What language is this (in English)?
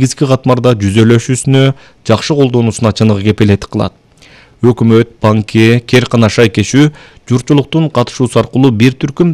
Kyrgyz